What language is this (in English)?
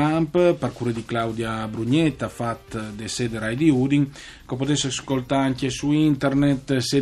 Friulian